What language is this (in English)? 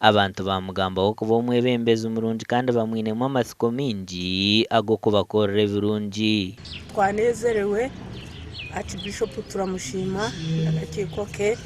Nyankole